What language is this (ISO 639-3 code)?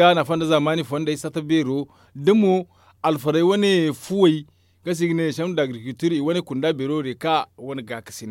dje